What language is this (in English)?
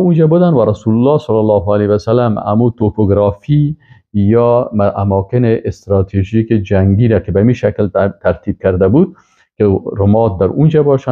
Persian